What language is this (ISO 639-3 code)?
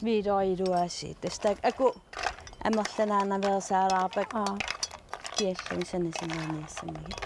kal